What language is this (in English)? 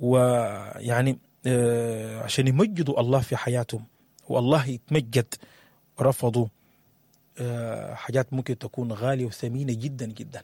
Sudanese Arabic